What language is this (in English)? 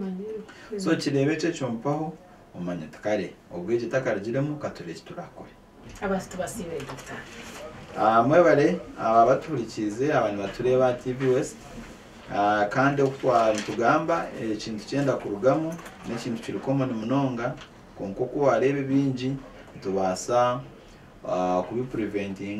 Nyankole